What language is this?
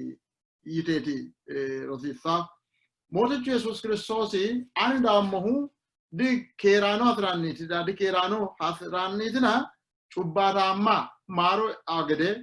Sidamo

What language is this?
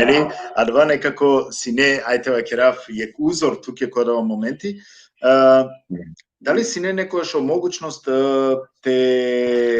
Balkan Romani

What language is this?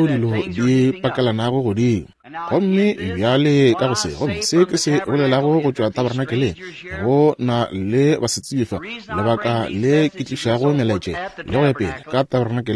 Northern Sotho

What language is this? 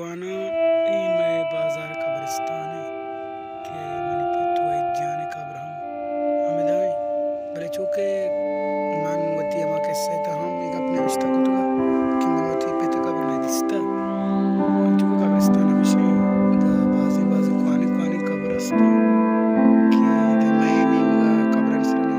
Baluchi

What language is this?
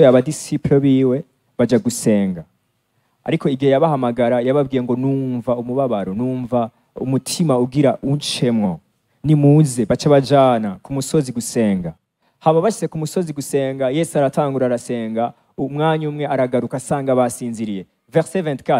Rundi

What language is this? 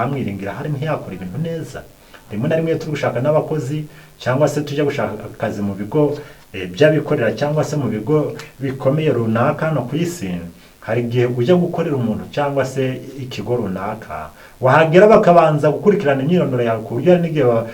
Kinyarwanda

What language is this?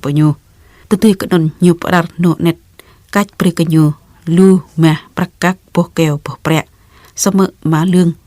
Jarai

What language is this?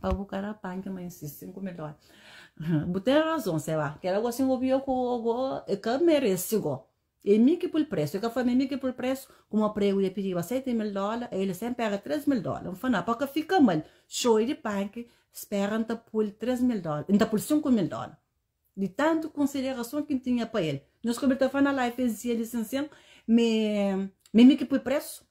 Kabuverdianu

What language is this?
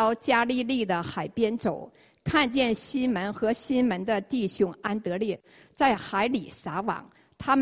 Chinese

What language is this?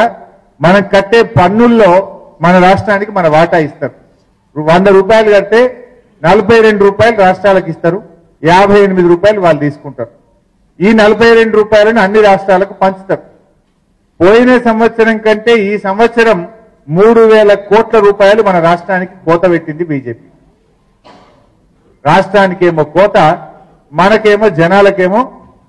Telugu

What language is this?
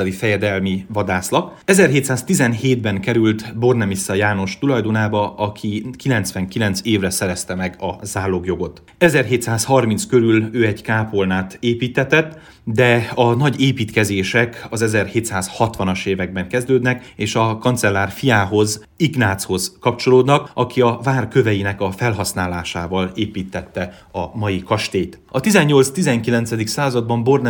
Hungarian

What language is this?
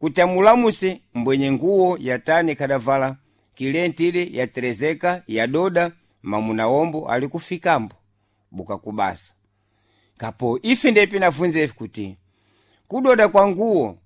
Sena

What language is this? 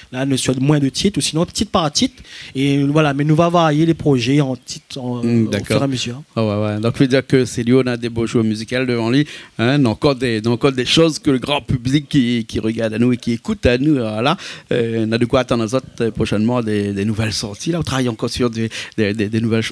Réunion Creole French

